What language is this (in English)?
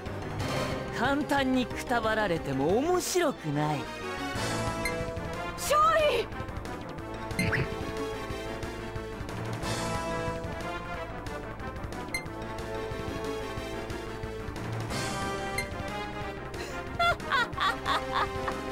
Japanese